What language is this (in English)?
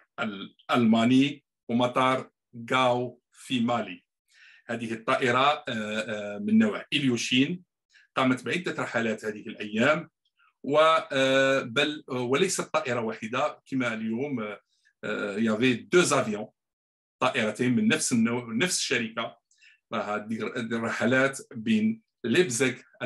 Arabic